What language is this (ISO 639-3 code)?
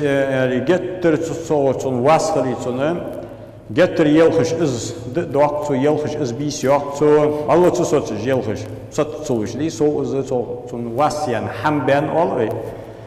inh